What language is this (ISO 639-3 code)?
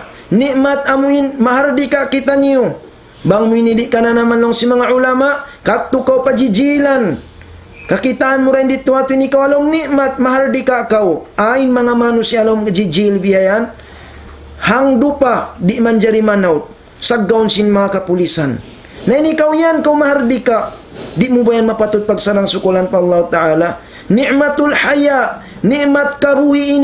tsg